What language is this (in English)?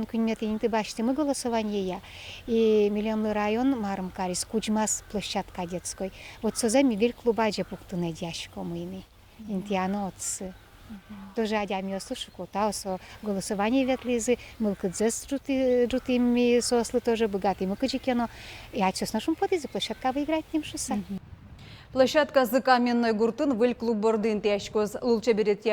Udmurt